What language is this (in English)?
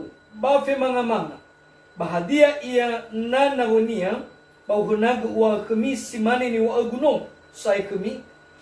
Nias